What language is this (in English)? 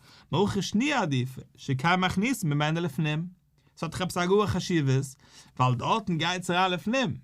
Yiddish